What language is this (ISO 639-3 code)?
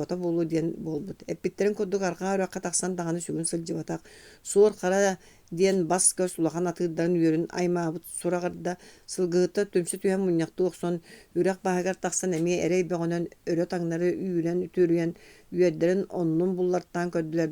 sah